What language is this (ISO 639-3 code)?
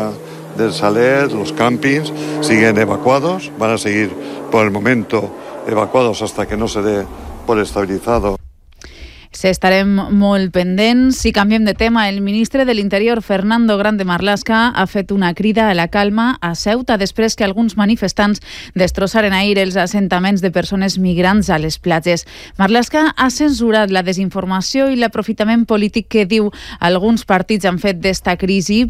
cat